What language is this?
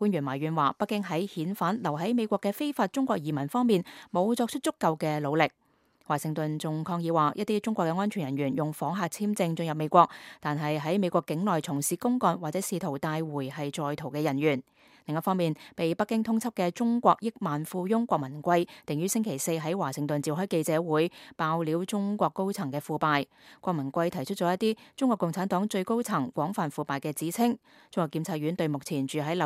Cantonese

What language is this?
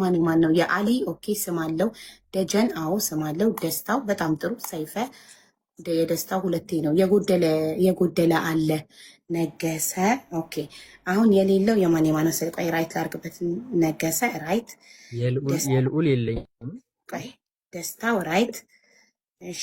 Amharic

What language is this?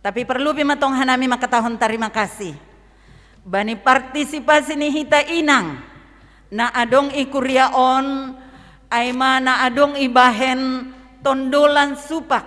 Batak Simalungun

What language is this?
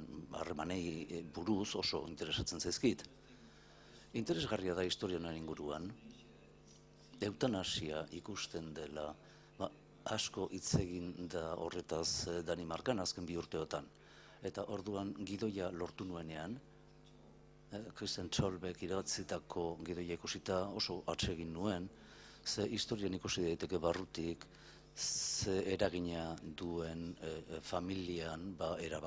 Basque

